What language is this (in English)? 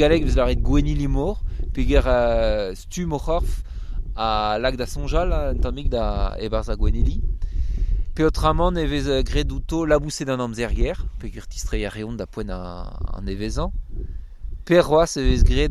Breton